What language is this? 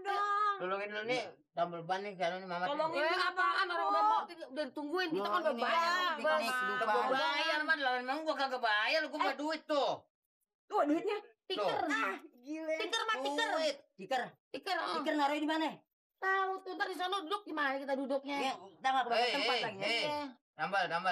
Betawi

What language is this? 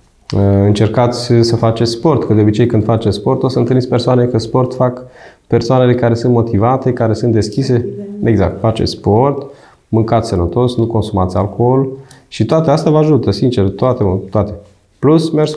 Romanian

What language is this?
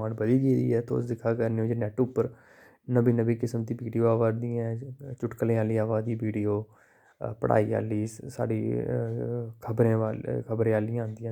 Dogri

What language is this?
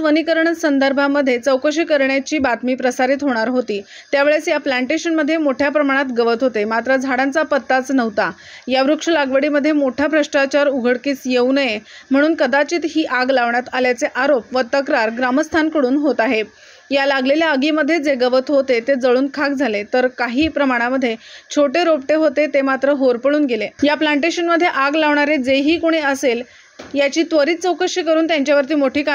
Marathi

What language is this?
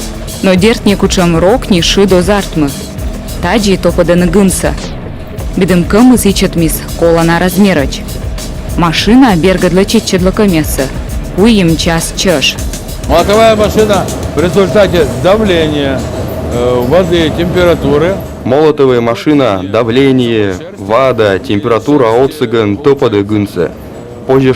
Komi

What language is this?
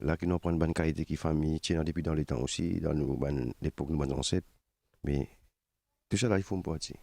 Morisyen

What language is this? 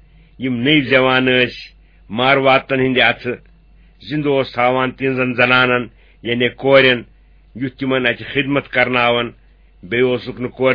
Kashmiri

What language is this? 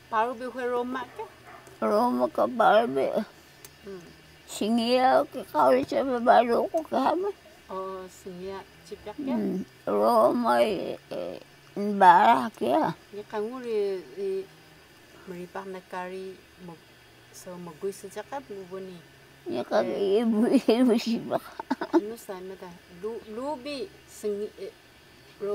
Taroko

